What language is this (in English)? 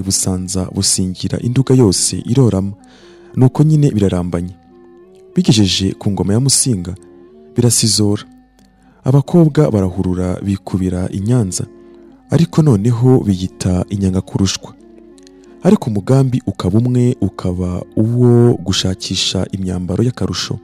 Kinyarwanda